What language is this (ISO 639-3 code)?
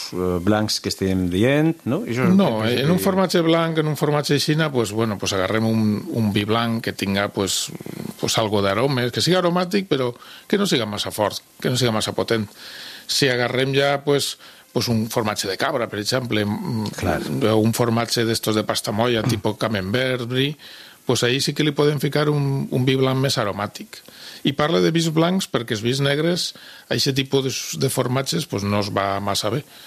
cat